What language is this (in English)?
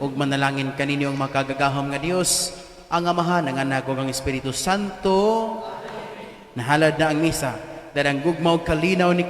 Cebuano